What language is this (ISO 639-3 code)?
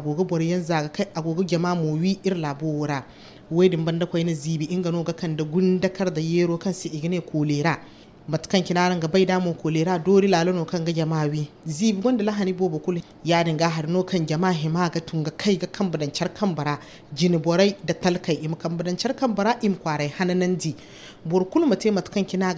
dje